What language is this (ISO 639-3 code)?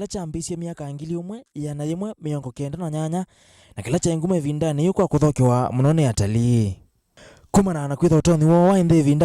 kam